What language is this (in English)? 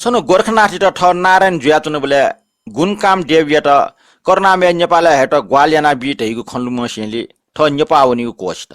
Newari